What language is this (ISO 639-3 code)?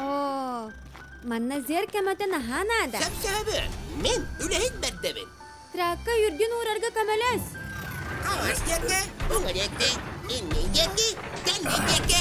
sah